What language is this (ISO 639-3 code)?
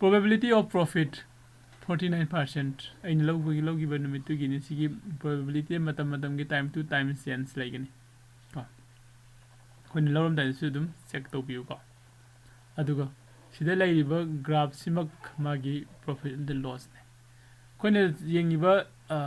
mni